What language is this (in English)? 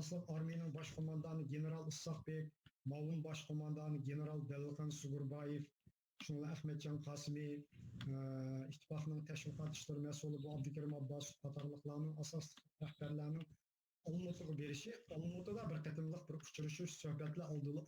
Uyghur